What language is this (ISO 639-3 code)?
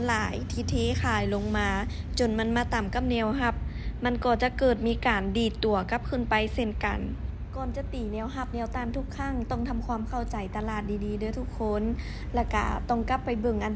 lao